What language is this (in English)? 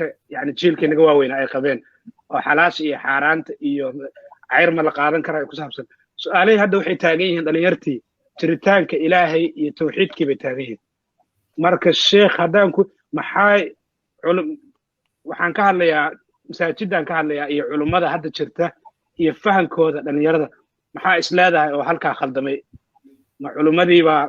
Somali